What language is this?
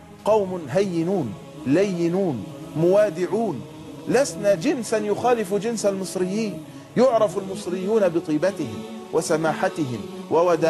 Egyptian Arabic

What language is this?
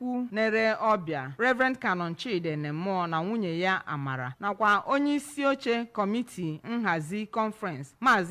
Igbo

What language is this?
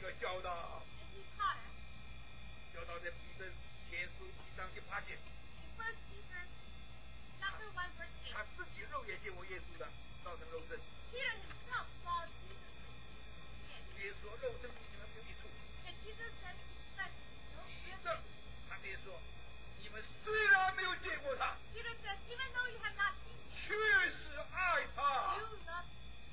Chinese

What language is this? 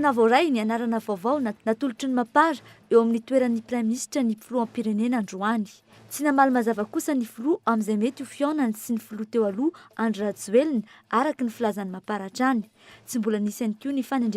Malagasy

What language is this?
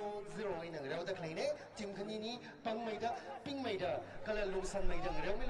Tangkhul Naga (India)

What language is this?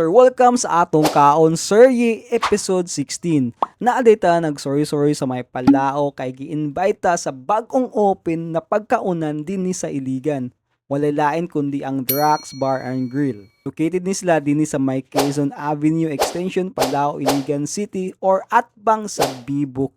Cebuano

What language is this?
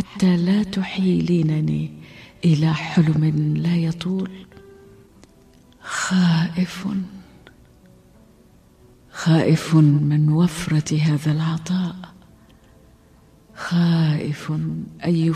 Arabic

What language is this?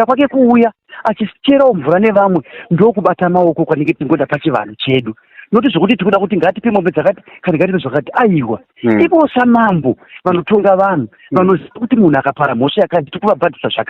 Shona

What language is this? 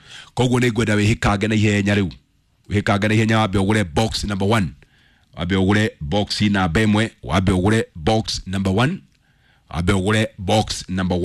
Kikuyu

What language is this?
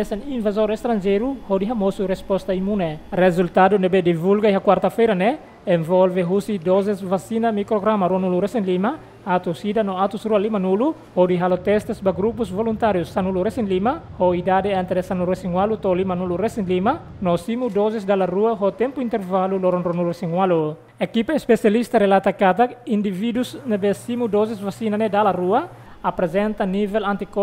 Tetum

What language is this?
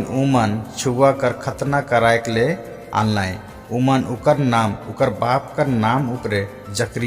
Sadri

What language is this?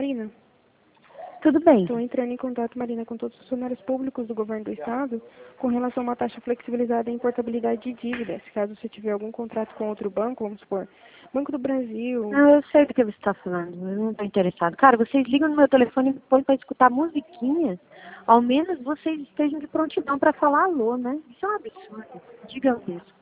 Portuguese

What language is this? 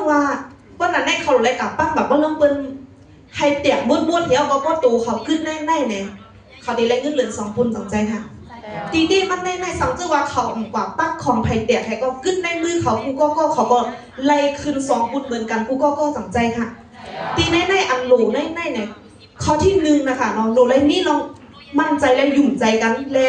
Shan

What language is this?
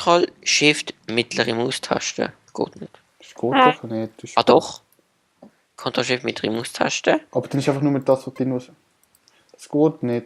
Swiss German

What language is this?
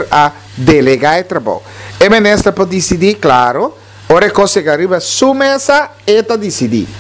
Papiamento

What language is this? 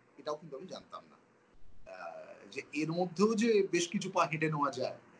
Bangla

